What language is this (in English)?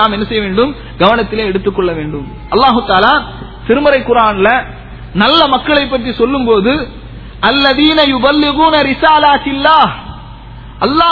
Tamil